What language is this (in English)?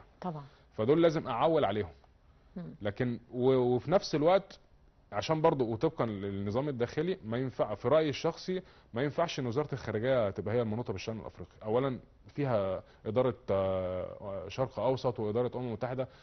Egyptian Arabic